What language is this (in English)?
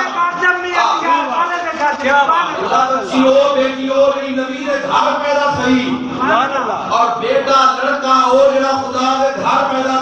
Saraiki